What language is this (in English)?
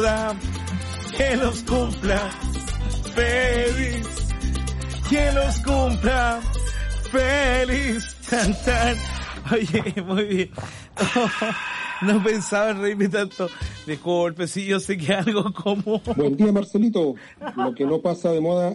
Spanish